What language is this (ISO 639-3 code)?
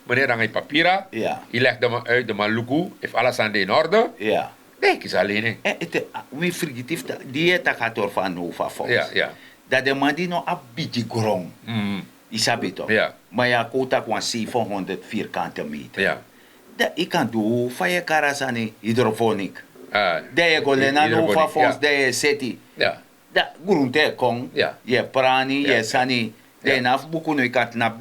srn